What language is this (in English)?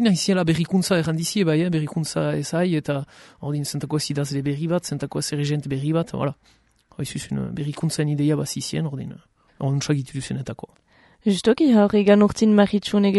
Basque